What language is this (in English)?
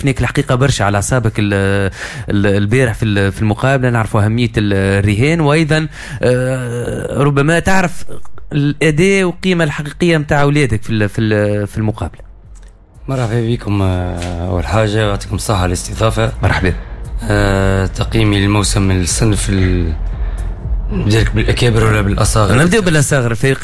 Tunisian Arabic